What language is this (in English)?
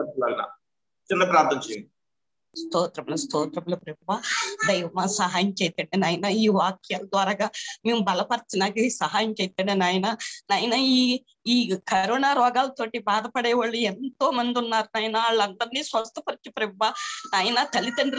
Telugu